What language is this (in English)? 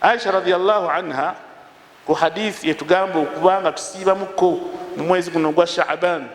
Ganda